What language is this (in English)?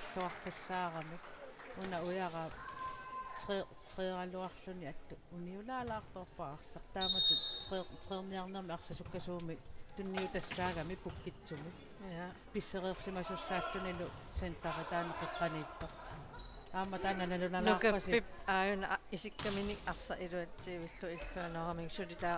Kalaallisut